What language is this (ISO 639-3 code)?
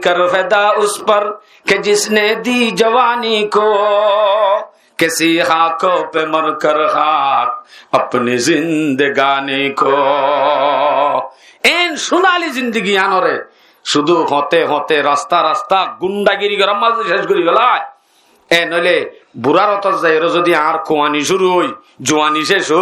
rhg